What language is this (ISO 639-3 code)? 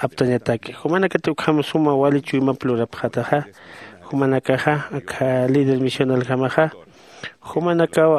aym